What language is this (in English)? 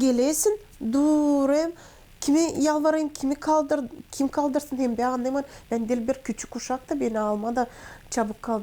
Gagauz